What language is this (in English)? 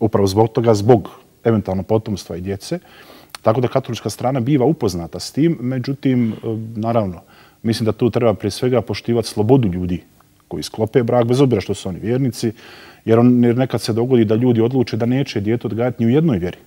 Bosnian